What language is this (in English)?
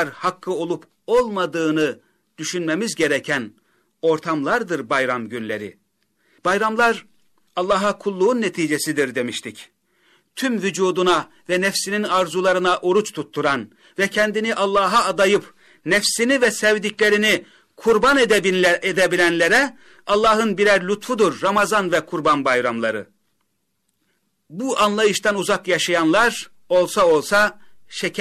Turkish